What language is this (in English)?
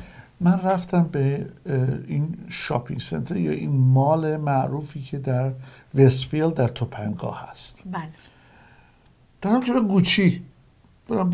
Persian